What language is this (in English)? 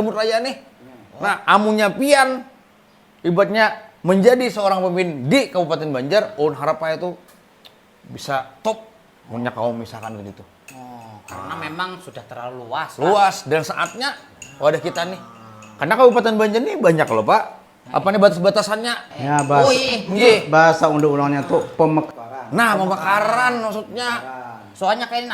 Banjar